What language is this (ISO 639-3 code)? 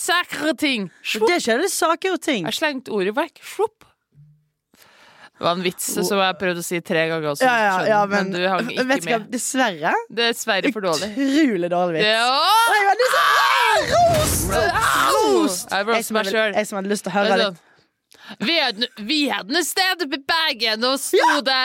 nor